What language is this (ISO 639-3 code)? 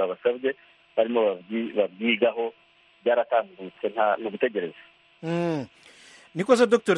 kin